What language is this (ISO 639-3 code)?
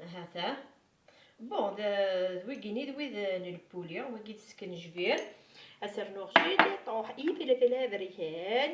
kab